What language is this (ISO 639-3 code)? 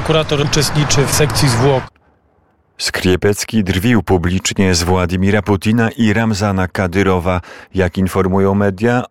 pol